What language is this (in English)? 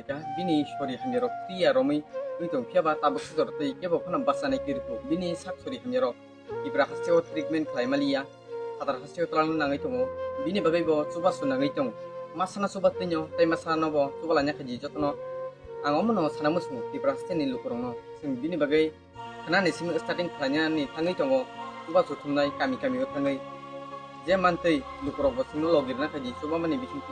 Kok Borok